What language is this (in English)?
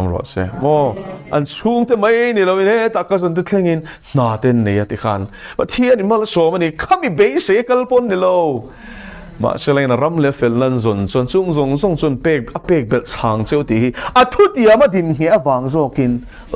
Mizo